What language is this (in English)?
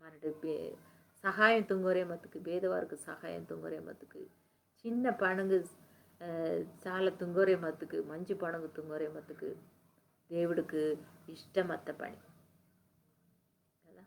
Koya